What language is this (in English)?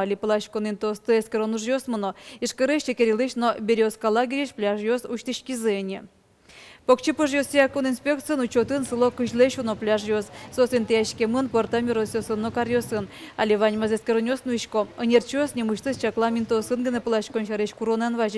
Udmurt